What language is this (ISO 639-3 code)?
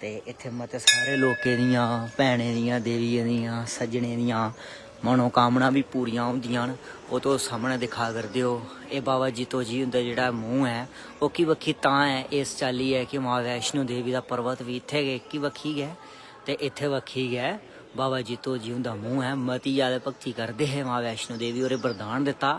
doi